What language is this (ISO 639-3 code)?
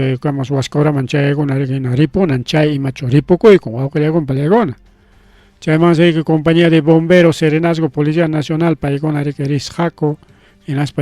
quy